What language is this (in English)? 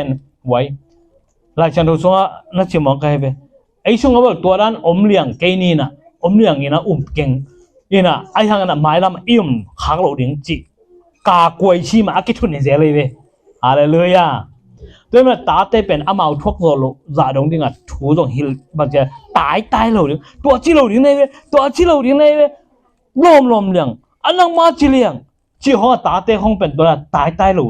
Tedim Chin